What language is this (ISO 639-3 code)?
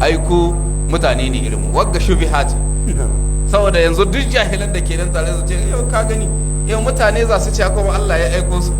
hau